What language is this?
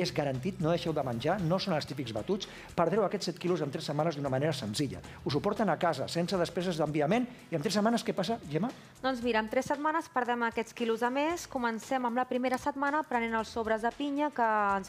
Catalan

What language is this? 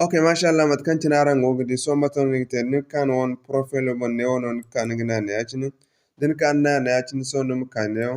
Zarma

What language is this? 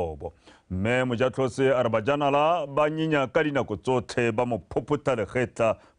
Tswana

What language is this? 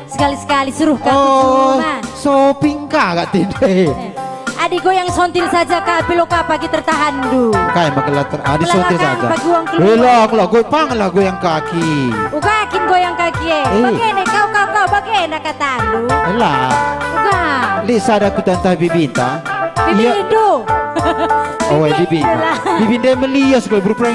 Batak Karo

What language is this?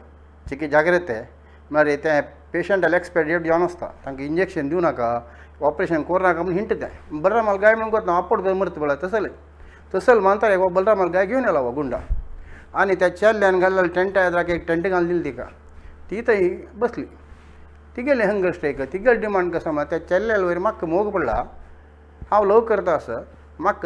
Konkani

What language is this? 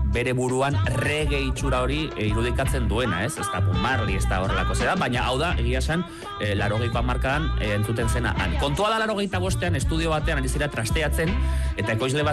Basque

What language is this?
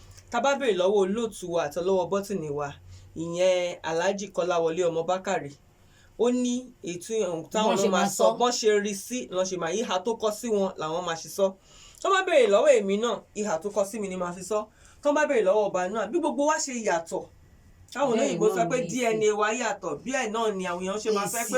Yoruba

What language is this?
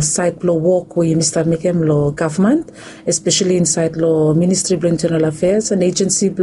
Bislama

